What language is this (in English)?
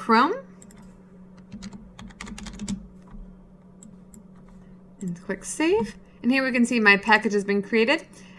English